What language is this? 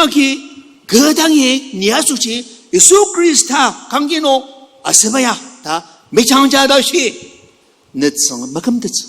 Ao Naga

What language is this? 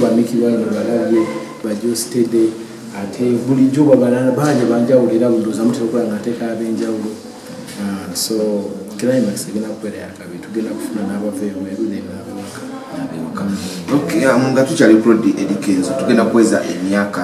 Ganda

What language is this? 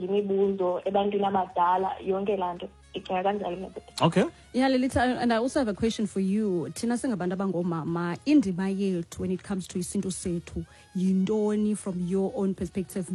Xhosa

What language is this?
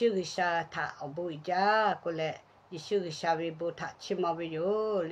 Lahu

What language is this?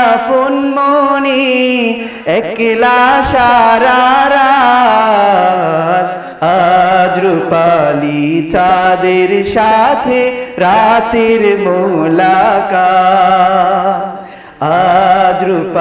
Bangla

